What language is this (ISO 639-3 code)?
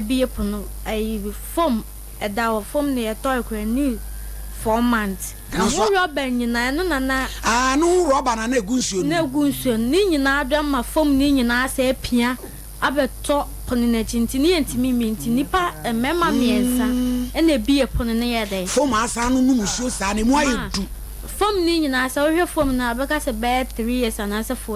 aka